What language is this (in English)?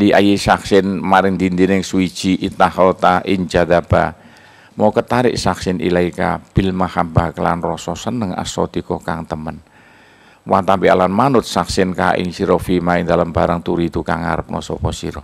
Javanese